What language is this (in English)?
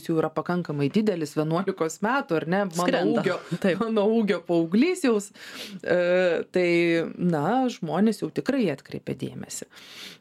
Lithuanian